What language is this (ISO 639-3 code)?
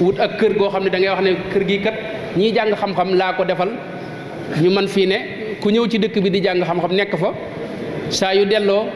wol